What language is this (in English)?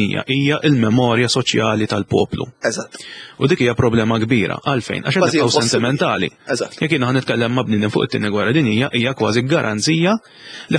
Maltese